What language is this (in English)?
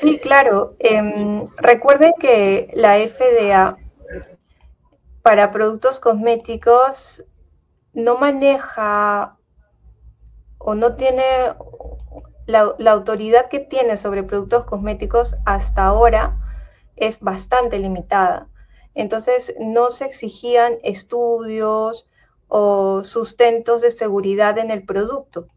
Spanish